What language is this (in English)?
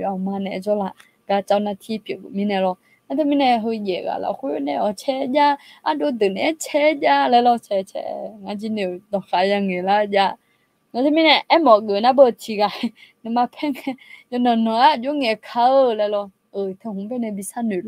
Akha